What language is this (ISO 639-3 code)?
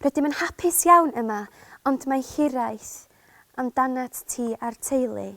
cym